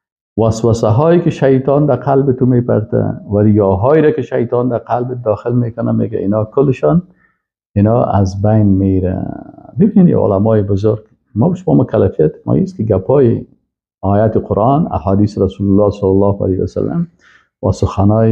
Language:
Persian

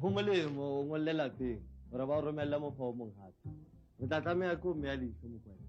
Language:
Southern Sotho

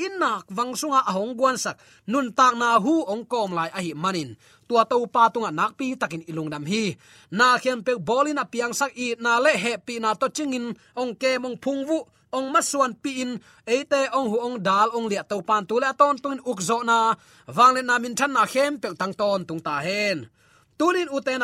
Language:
Tedim Chin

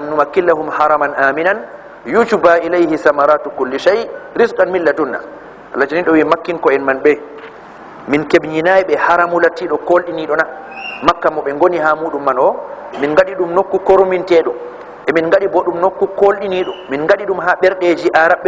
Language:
Fula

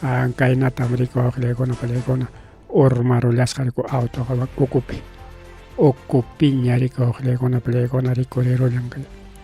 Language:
Ayacucho Quechua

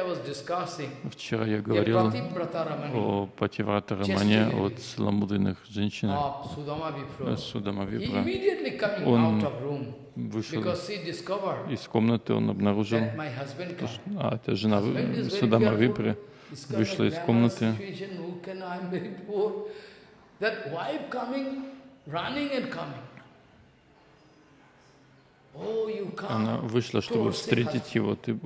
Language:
Russian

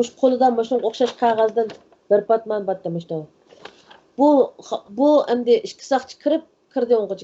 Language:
Uyghur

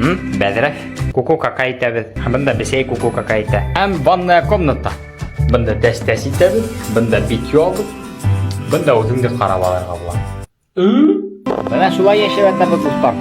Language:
Bashkir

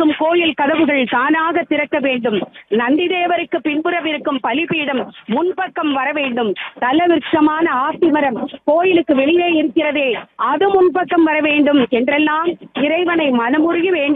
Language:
Tamil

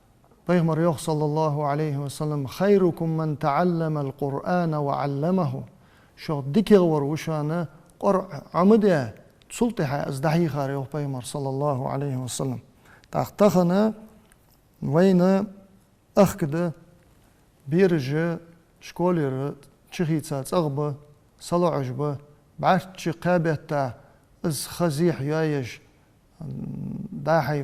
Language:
Ingush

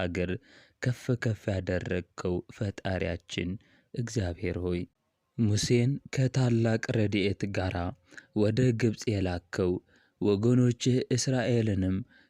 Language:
Amharic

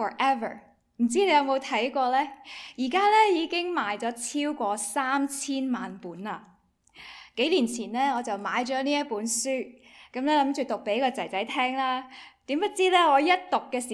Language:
Cantonese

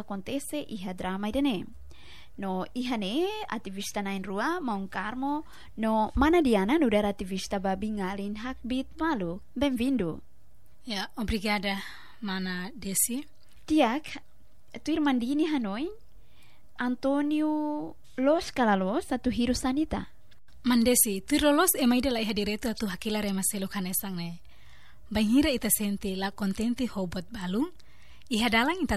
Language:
Tetum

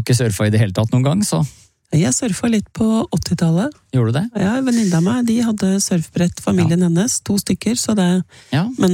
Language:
Norwegian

